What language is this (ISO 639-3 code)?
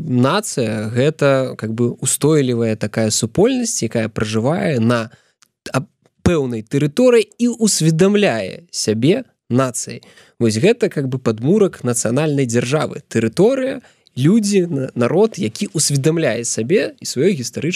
bel